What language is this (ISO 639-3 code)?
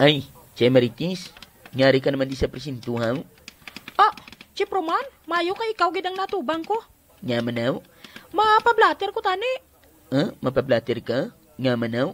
hil